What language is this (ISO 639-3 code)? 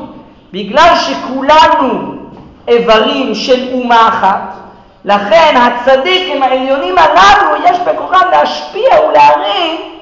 heb